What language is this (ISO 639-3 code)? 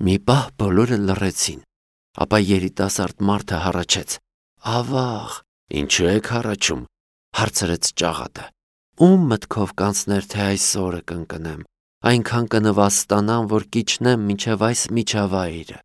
hye